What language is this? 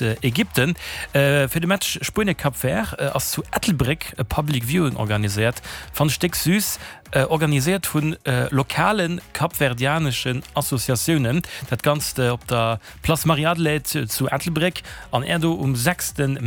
Luxembourgish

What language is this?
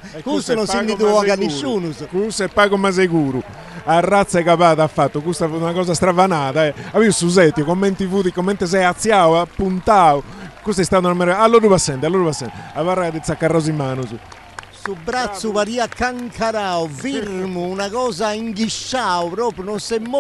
Sardinian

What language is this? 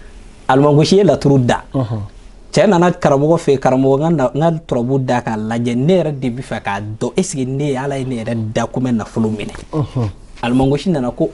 Bambara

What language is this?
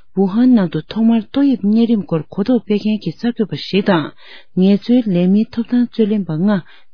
Tibetan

